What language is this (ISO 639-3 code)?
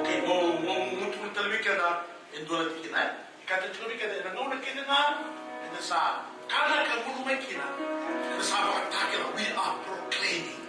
fij